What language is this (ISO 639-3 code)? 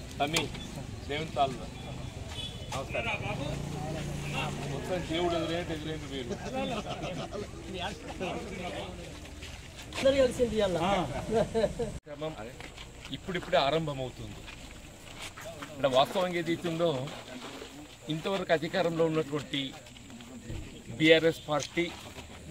tel